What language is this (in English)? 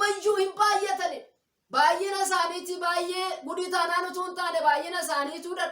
Oromo